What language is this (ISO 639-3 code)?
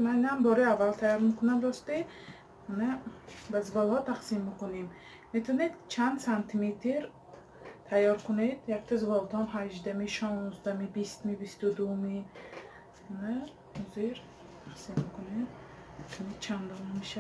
tgk